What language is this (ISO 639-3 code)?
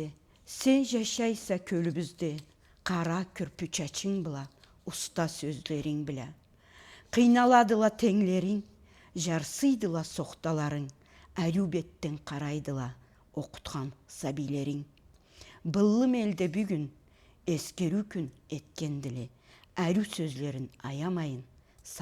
krc